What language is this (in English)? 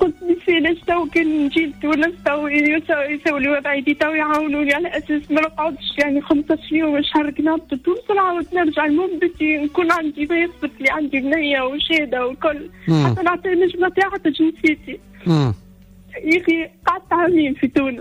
Tunisian Arabic